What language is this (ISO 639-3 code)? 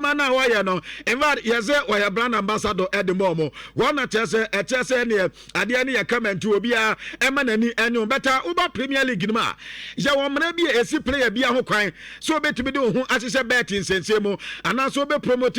aka